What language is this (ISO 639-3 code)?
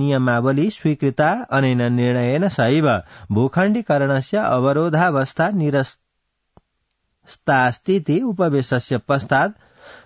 san